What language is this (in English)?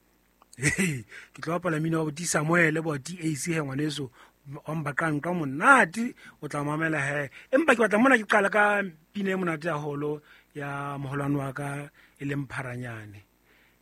Southern Sotho